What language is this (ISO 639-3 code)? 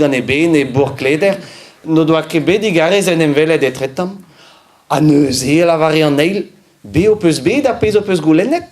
bre